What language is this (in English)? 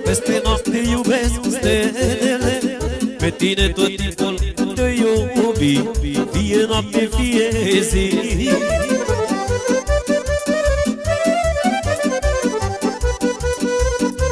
Romanian